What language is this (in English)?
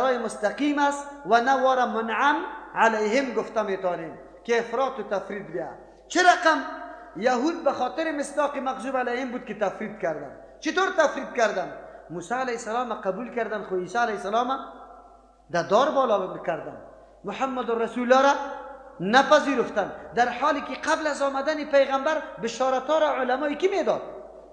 Persian